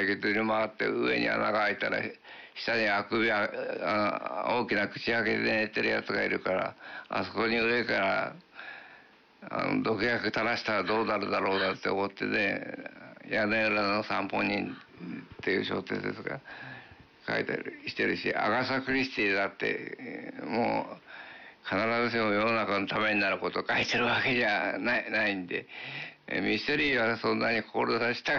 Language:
Japanese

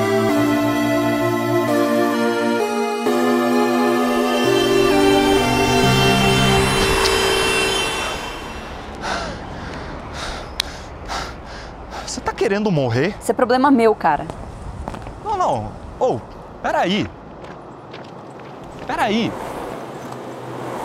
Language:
Portuguese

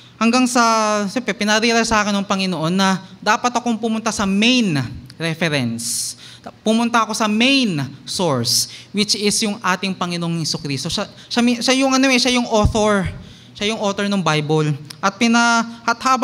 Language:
Filipino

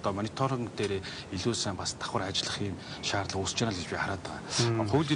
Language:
Mongolian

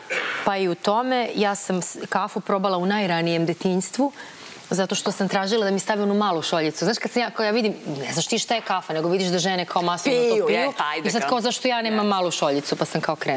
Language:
Serbian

